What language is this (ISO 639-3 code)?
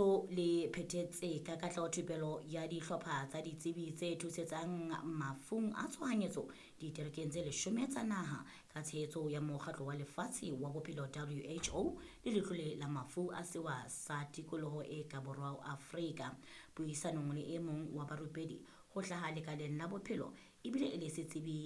sot